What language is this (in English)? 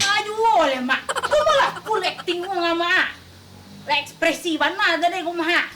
Minangkabau